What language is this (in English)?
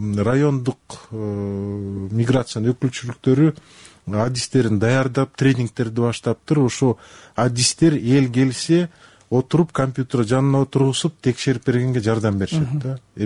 Kyrgyz